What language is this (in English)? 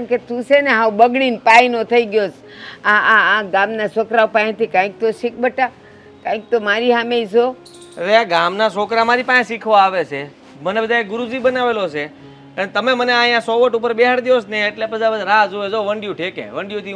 Gujarati